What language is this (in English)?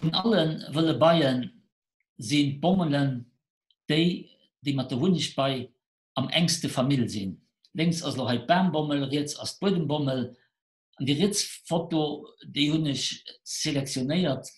Luxembourgish